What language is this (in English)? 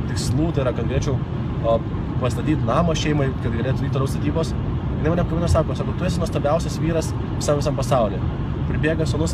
Lithuanian